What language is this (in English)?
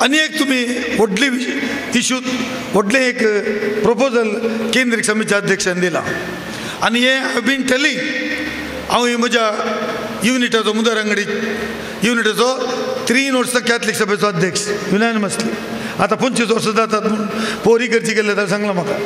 Konkani